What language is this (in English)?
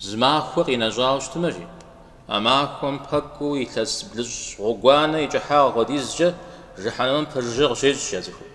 Kabardian